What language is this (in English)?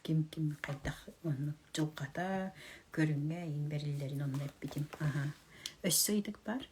Yakut